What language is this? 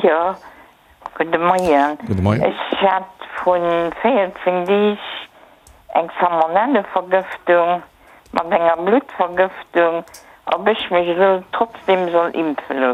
Luxembourgish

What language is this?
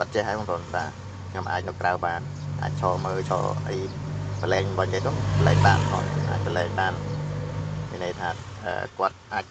Khmer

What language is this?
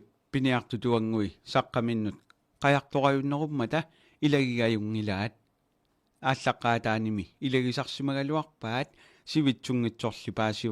Kalaallisut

